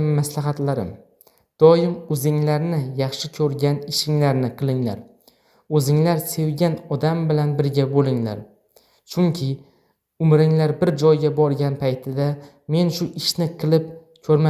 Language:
Uzbek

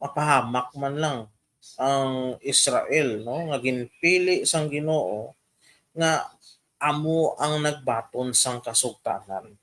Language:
Hiligaynon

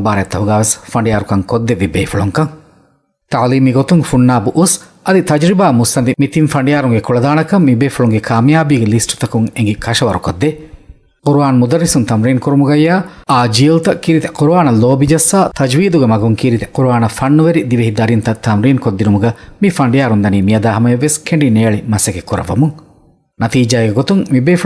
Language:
Divehi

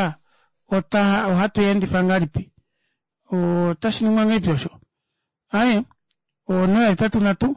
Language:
Kuanyama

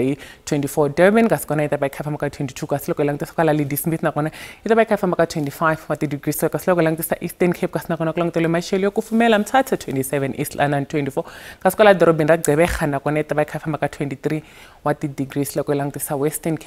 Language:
Tsonga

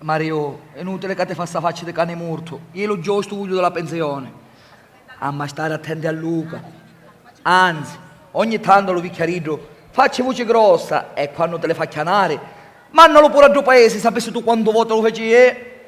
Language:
Sicilian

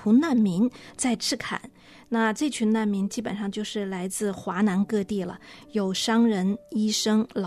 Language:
Chinese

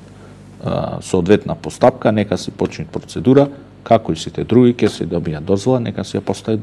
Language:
Macedonian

